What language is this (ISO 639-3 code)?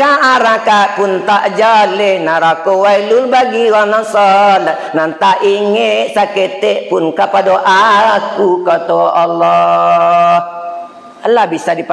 min